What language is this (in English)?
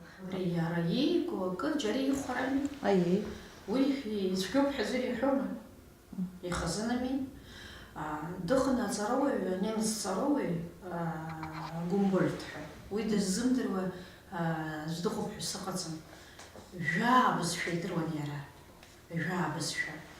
Abkhazian